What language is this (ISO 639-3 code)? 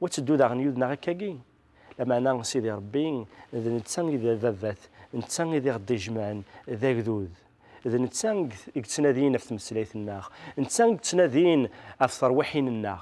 kab